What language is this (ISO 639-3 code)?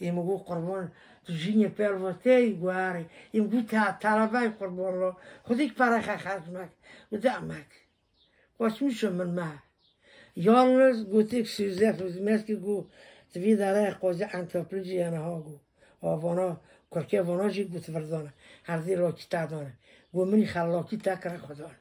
kur